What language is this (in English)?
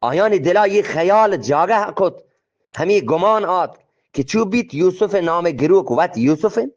Eastern Balochi